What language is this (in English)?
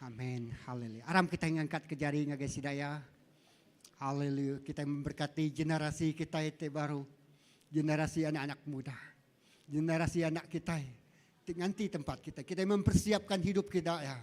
Iban